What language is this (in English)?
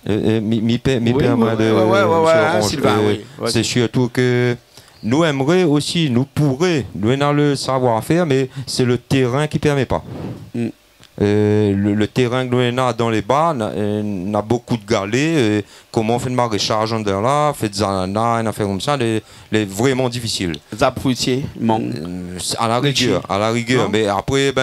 Réunion Creole French